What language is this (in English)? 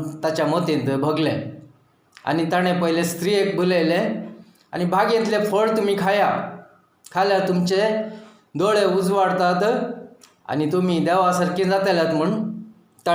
Konkani